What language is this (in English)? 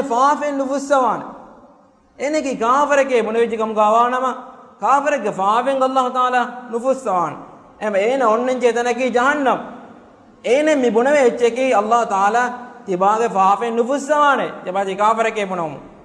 Divehi